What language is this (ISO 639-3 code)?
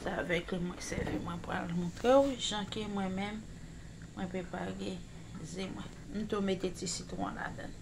hat